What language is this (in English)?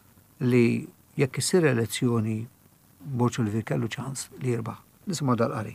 Maltese